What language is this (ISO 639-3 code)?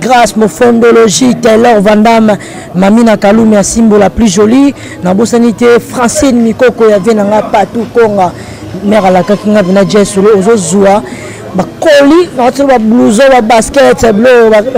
lin